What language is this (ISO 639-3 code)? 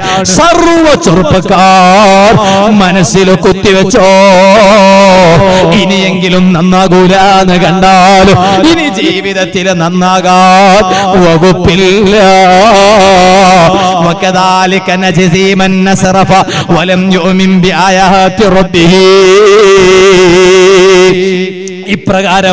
mal